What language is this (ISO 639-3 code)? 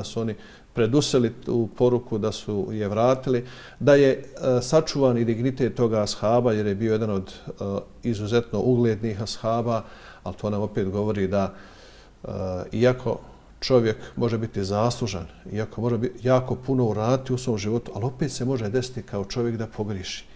bos